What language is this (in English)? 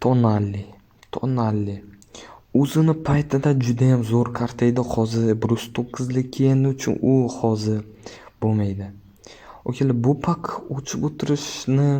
Uzbek